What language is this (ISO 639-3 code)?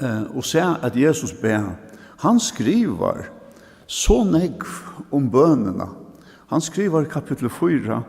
fao